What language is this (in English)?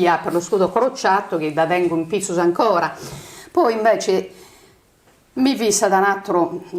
Sardinian